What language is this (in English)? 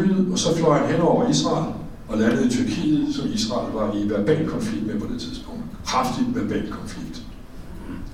Danish